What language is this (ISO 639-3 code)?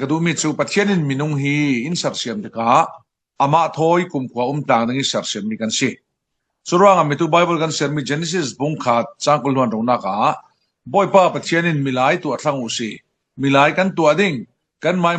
cfm